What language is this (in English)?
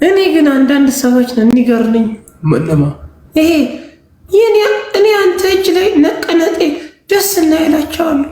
Amharic